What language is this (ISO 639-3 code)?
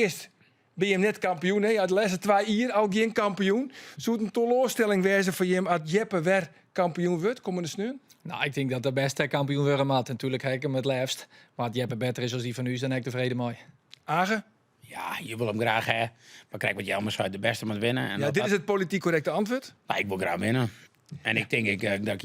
fry